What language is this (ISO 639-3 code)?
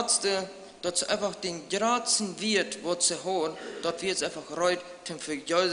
pdt